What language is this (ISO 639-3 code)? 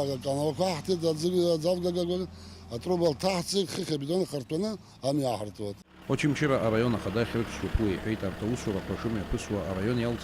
abk